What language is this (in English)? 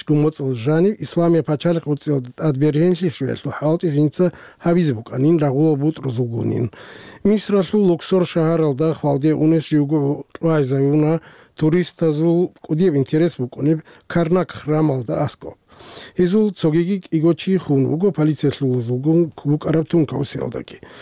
Avaric